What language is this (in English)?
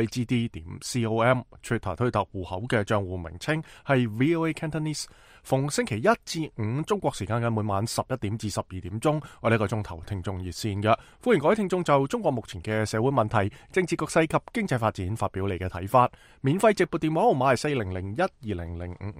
Cantonese